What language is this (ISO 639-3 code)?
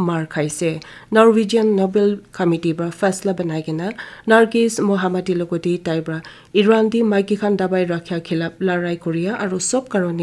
nag